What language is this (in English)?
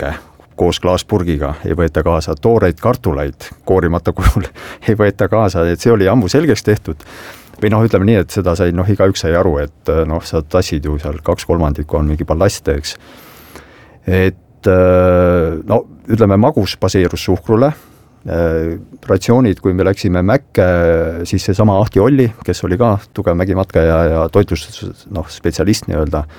Estonian